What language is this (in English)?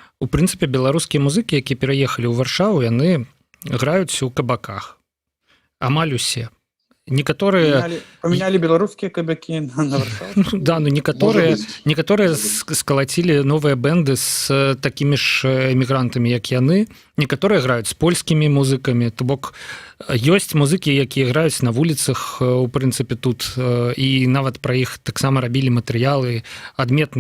Belarusian